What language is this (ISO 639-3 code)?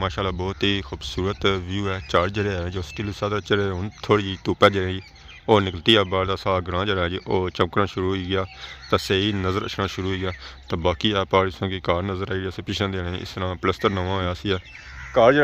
phr